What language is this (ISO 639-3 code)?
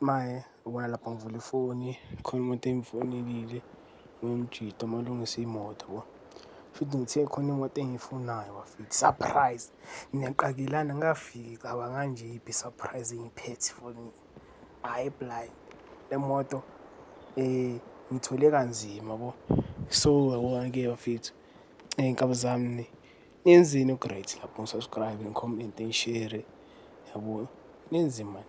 zul